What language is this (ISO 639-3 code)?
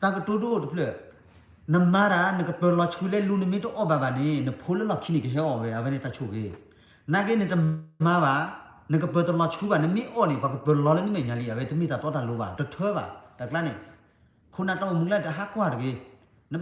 ksw